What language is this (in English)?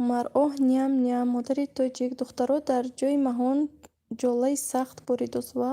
Tajik